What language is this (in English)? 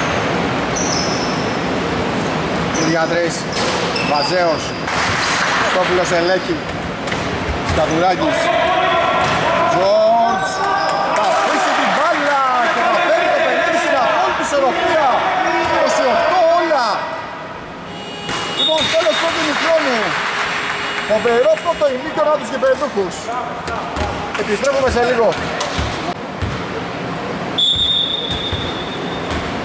Greek